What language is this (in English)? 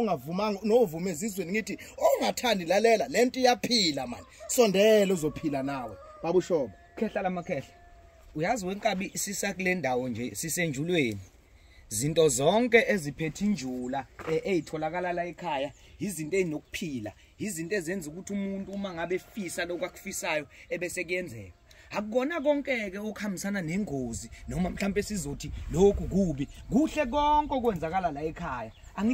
Zulu